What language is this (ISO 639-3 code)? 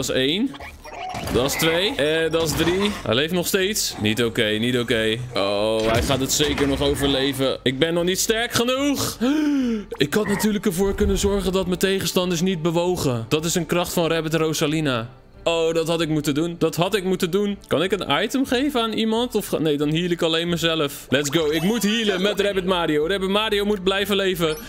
nld